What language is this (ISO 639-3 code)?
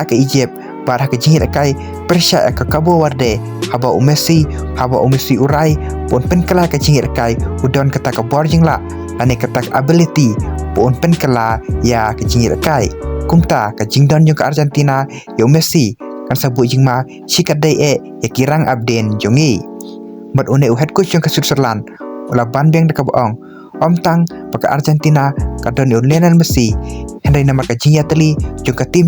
kha